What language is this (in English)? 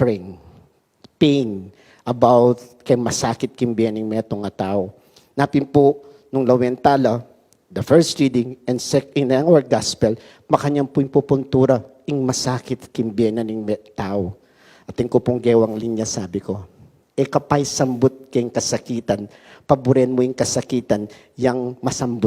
Pampanga